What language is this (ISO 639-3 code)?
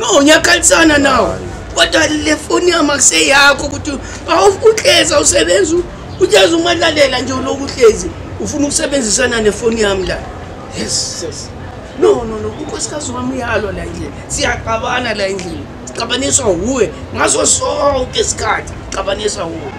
zul